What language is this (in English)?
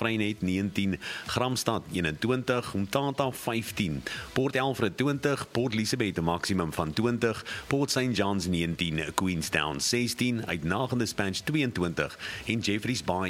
Afrikaans